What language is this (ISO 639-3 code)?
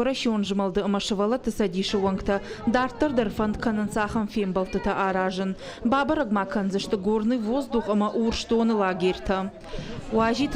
oss